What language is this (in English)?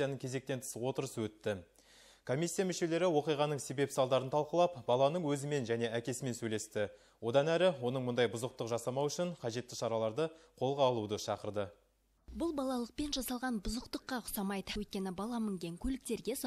Kazakh